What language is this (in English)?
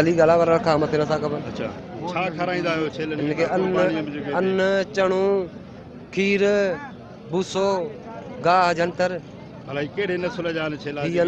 Sindhi